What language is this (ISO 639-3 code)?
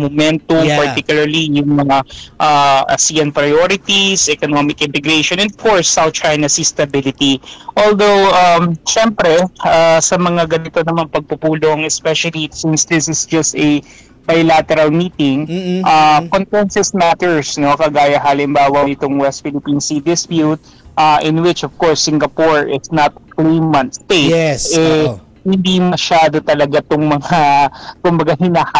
fil